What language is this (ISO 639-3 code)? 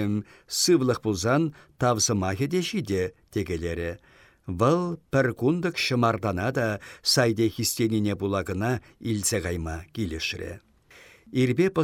chv